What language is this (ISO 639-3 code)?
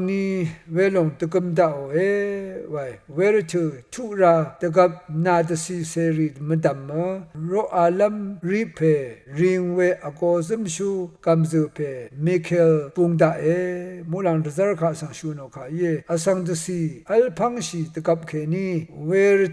raw